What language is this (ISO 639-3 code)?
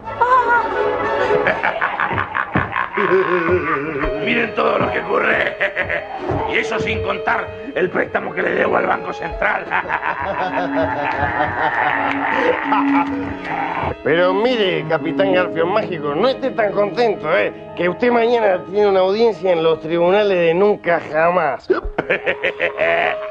spa